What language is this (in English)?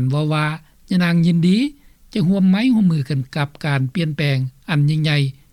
Lao